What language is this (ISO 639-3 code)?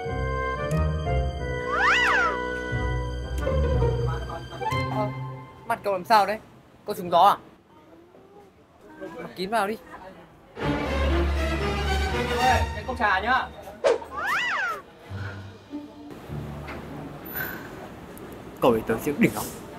vie